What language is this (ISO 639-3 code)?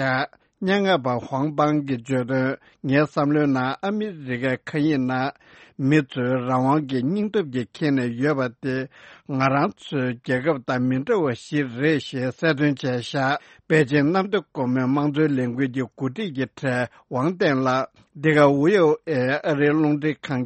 bod